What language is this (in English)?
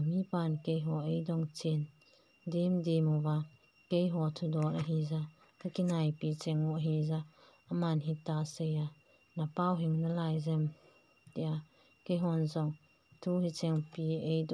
Thado Chin